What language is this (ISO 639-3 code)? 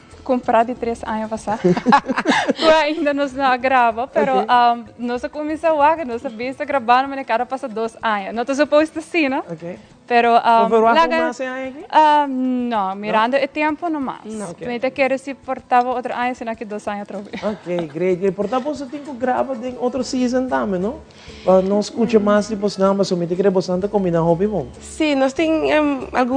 pap